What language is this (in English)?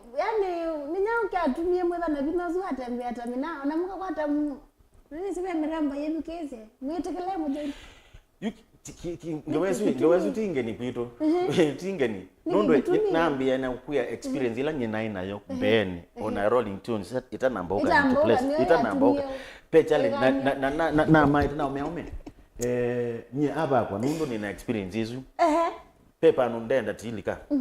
Kamba